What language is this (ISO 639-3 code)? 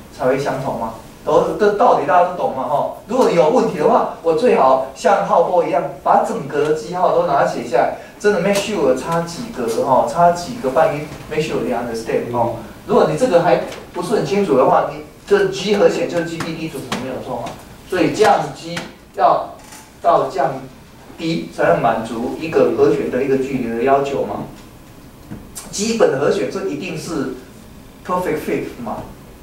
zho